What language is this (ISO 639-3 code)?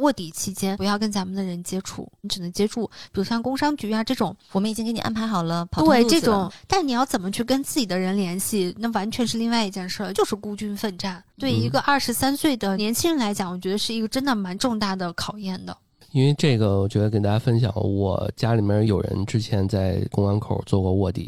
zho